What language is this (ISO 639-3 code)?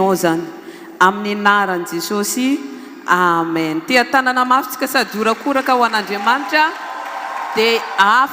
mlg